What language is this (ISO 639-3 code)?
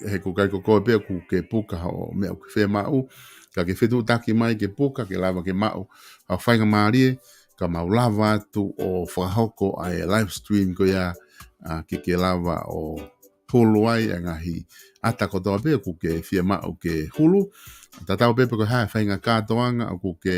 ton